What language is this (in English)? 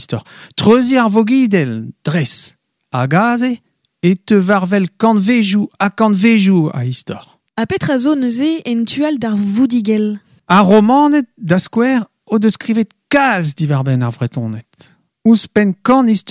Breton